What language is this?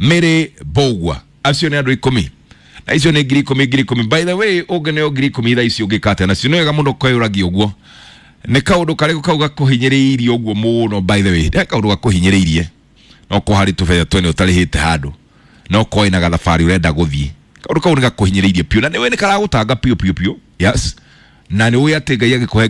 Kikuyu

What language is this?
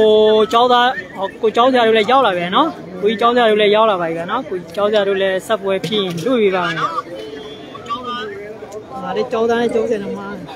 Burmese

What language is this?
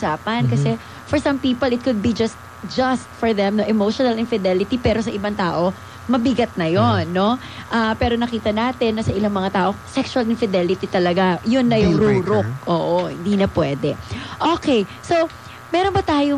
Filipino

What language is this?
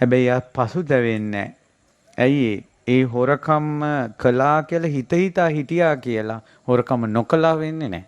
Sinhala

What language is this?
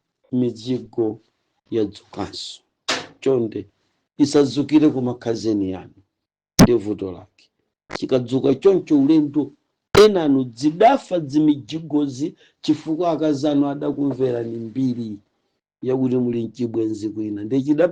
Nyanja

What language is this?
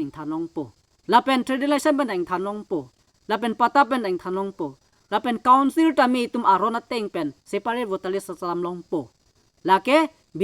Karbi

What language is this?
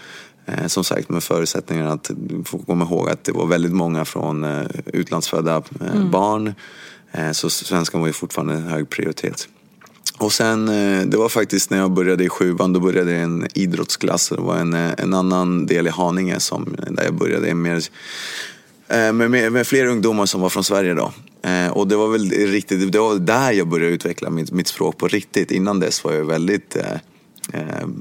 Swedish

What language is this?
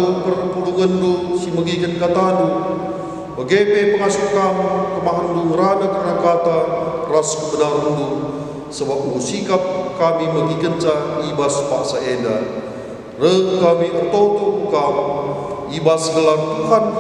Batak Karo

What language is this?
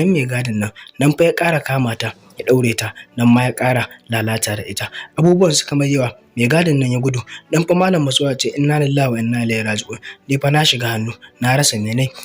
Hausa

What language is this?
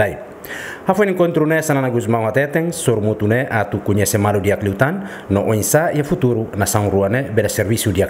Tetum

